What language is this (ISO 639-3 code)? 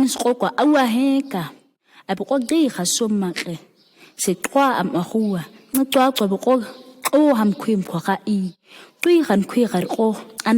gnk